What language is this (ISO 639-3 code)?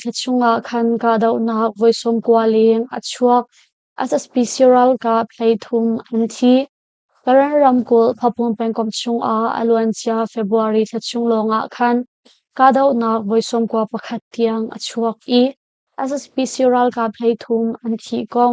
cnh